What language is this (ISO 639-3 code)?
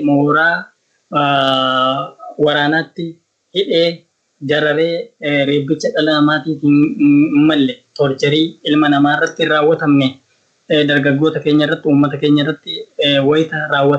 orm